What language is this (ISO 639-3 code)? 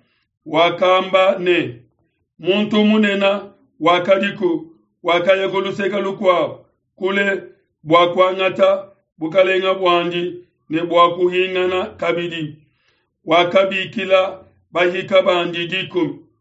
lua